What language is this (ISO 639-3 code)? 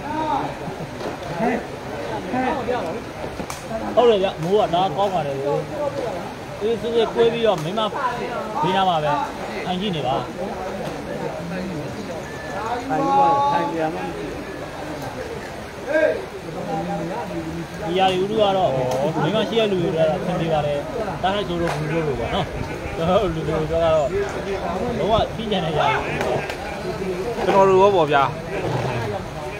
mya